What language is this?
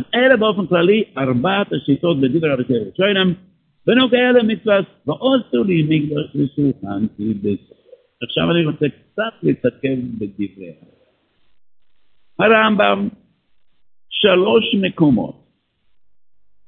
Hebrew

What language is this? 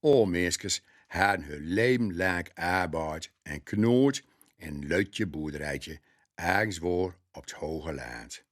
Gronings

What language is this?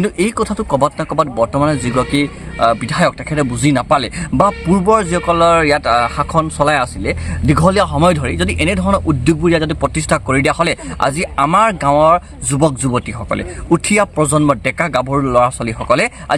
Assamese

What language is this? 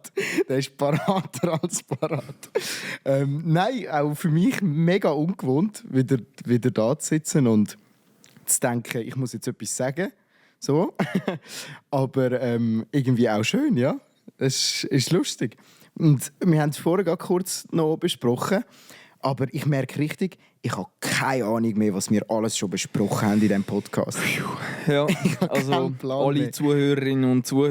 Swiss German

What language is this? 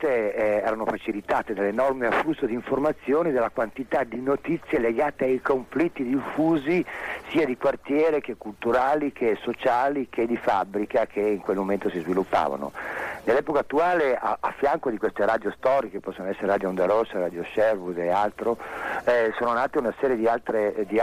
Italian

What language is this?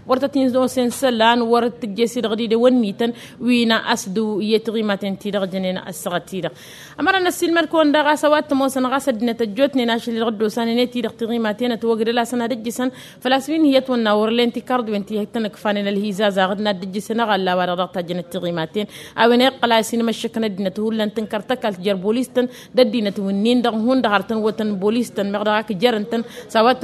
Tamasheq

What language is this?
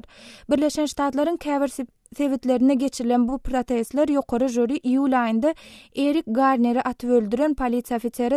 Turkmen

